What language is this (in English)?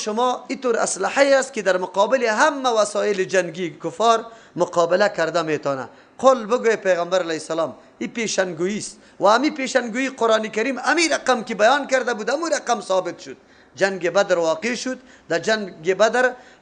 Persian